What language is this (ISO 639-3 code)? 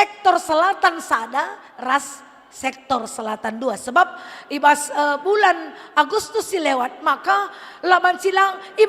btx